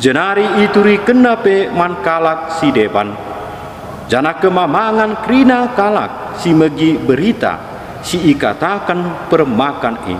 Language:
Batak Karo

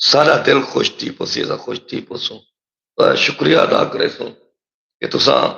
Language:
Saraiki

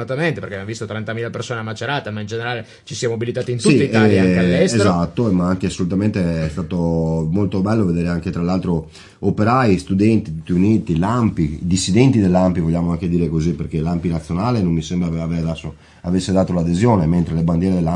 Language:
Italian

